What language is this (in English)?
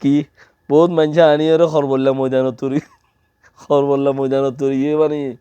Rohingya